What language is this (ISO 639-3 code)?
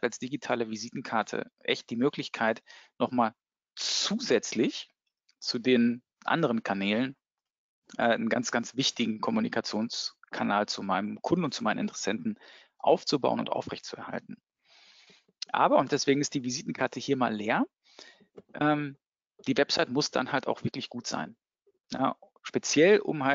deu